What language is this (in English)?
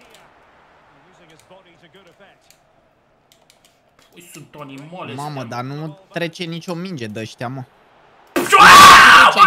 Romanian